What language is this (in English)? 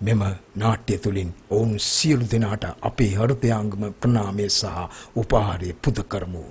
Sinhala